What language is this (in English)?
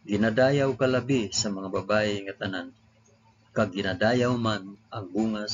Hiligaynon